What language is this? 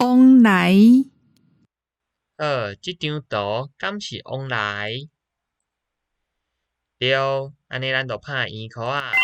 Min Nan Chinese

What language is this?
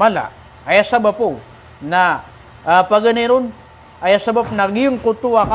Maranao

